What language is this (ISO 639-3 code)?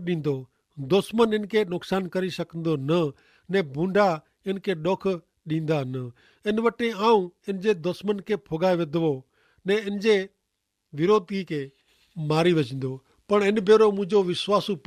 kfr